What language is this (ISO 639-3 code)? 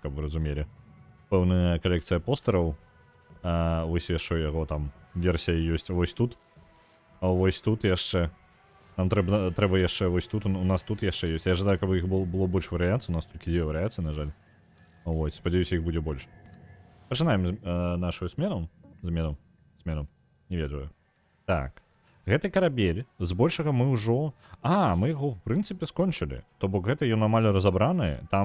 bel